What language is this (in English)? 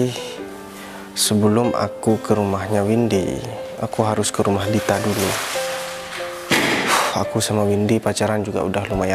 Indonesian